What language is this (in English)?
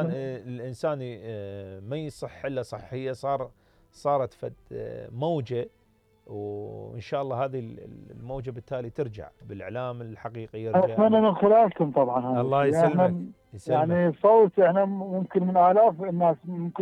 Mesopotamian Arabic